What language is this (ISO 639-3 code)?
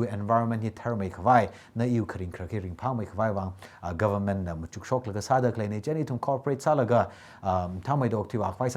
nmf